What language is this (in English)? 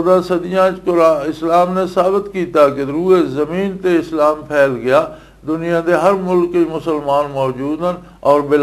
Western Panjabi